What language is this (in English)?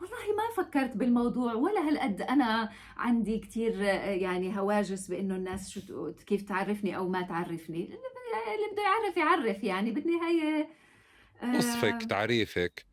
North Levantine Arabic